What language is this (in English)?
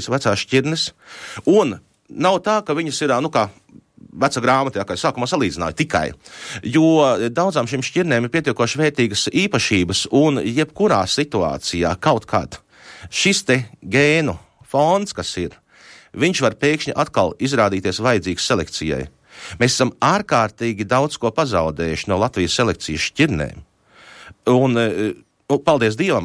Latvian